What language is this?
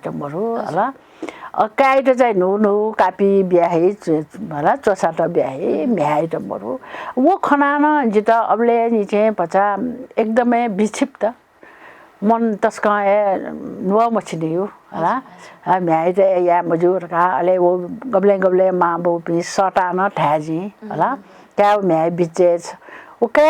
Newari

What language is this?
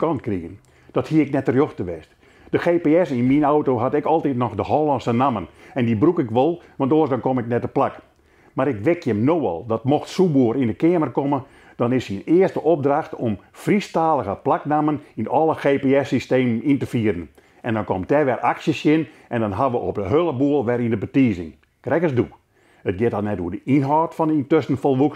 Western Frisian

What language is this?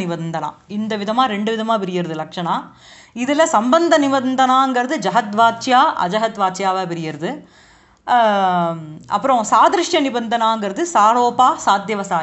Tamil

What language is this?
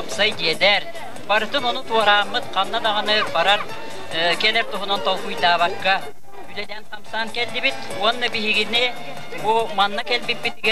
Yakut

